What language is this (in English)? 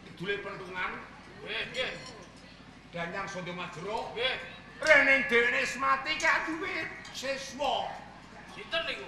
Javanese